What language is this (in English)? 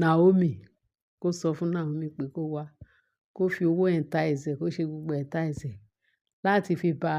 Yoruba